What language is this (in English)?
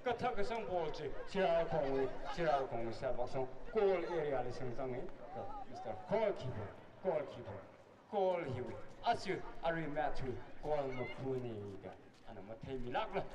Tangkhul Naga (India)